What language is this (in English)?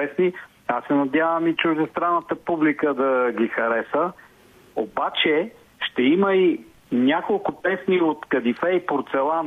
Bulgarian